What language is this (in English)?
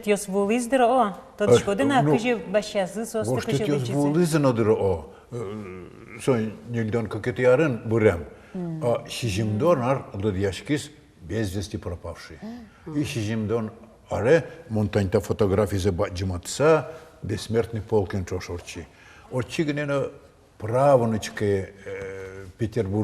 Udmurt